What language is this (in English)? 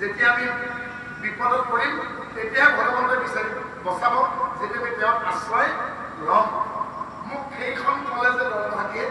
Assamese